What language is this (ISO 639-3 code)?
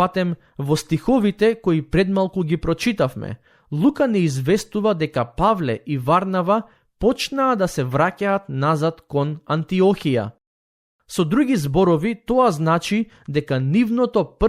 mkd